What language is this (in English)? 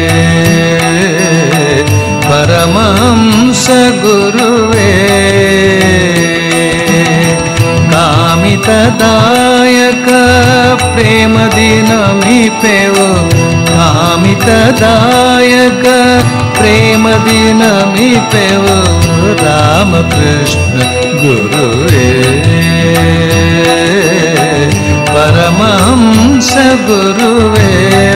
Kannada